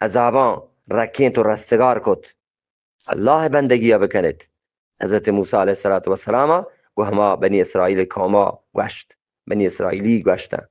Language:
Eastern Balochi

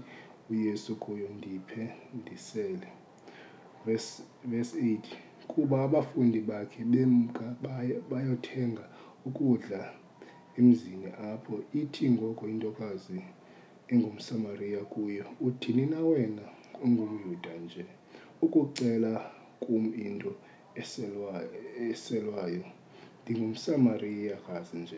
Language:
Xhosa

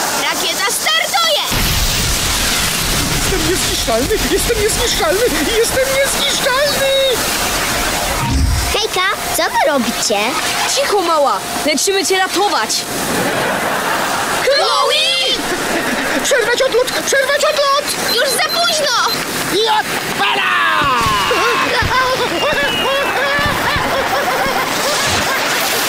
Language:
Polish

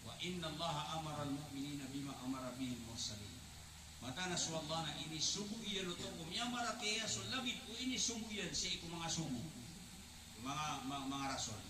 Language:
Maranao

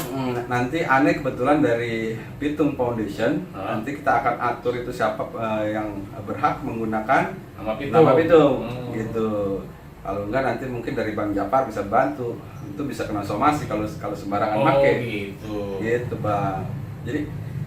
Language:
Betawi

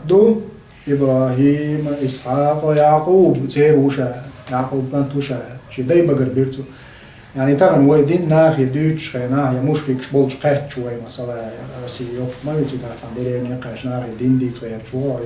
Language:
Chechen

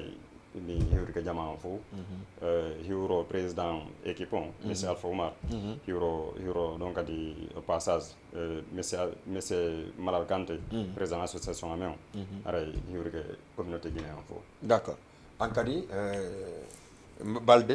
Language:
Fula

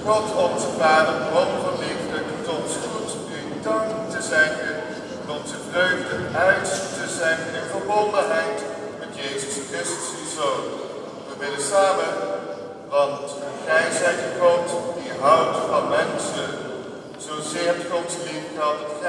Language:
Dutch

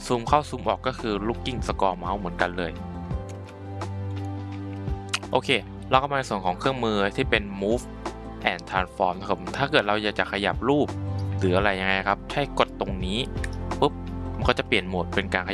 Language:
Thai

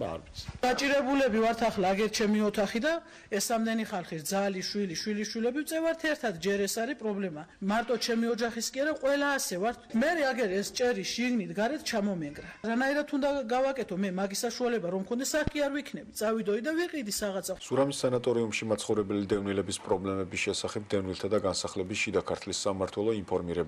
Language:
Georgian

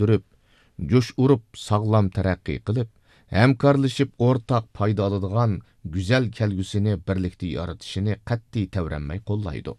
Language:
Uyghur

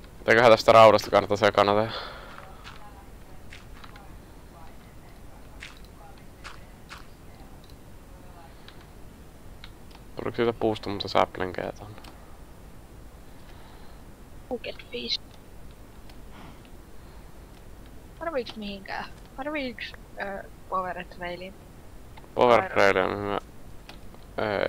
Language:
Finnish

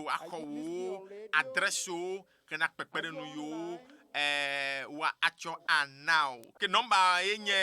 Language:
Ewe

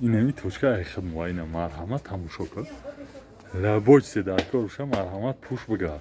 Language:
Tajik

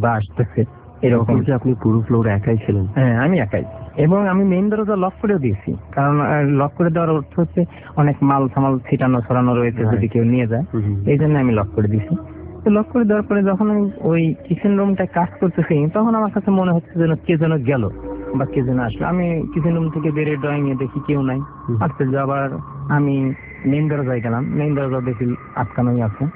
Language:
Bangla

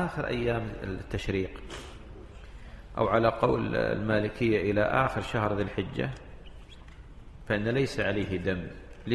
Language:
Arabic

